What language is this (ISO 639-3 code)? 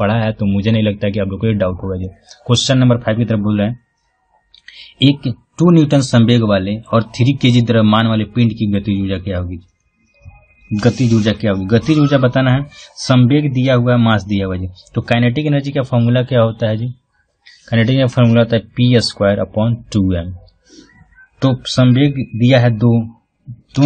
hin